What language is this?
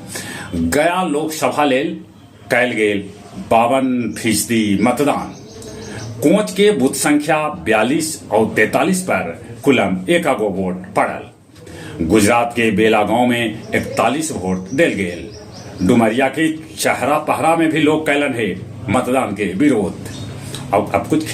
Magahi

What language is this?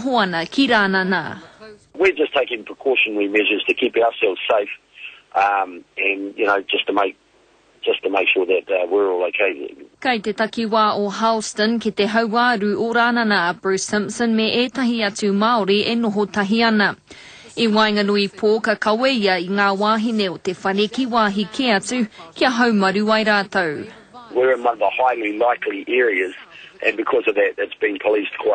Māori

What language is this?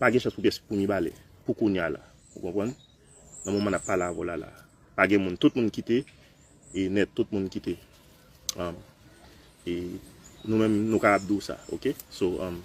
Haitian Creole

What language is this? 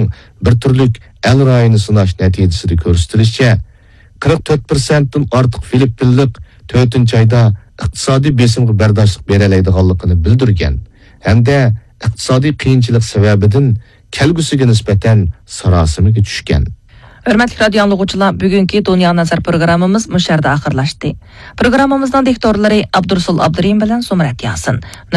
Uyghur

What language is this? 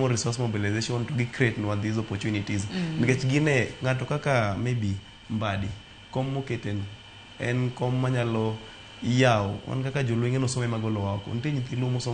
Luo (Kenya and Tanzania)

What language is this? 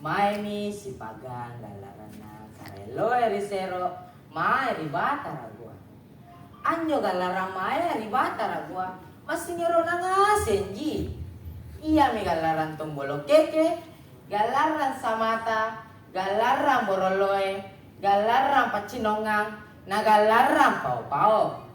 Makasar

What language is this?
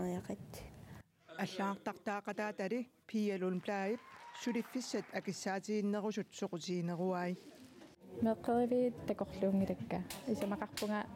Kalaallisut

